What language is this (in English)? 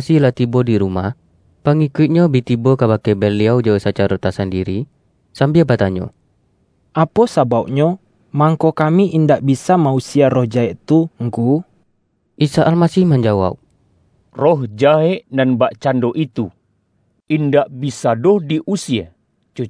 Minangkabau